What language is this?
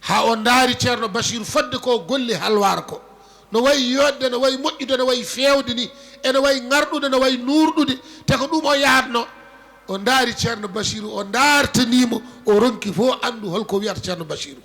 Fula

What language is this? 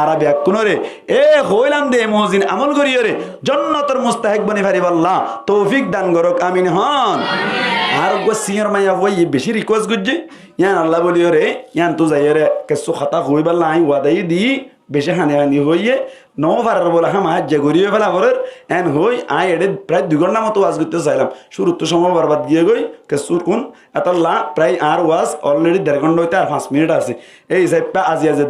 Rohingya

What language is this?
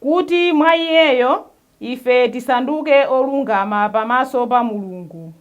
Nyanja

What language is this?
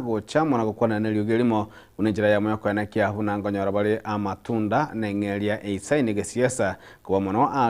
Gusii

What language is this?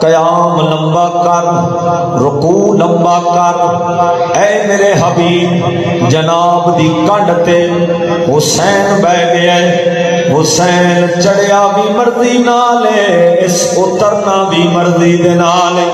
Saraiki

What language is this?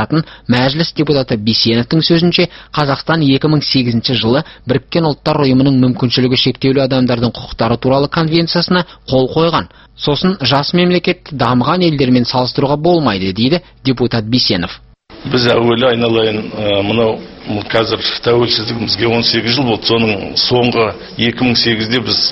Kazakh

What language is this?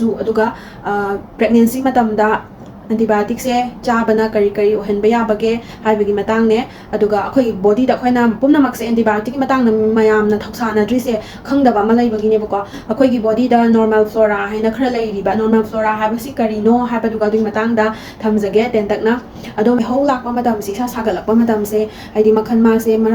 Manipuri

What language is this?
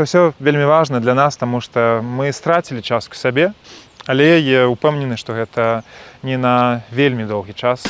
Belarusian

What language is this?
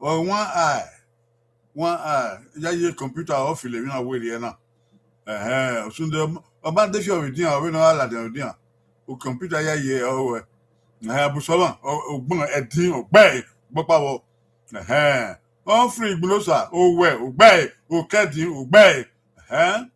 Bini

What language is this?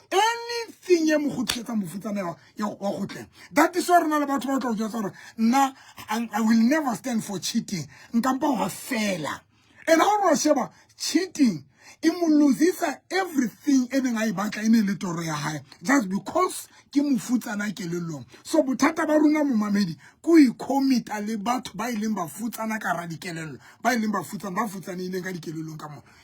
Southern Sotho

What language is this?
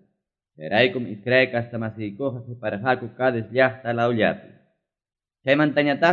Ayacucho Quechua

